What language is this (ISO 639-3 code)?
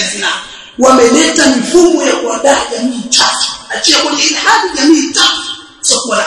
swa